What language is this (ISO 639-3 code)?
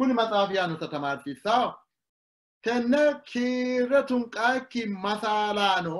sid